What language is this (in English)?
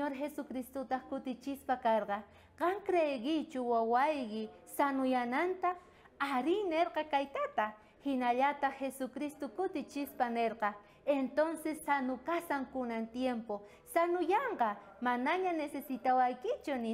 South Bolivian Quechua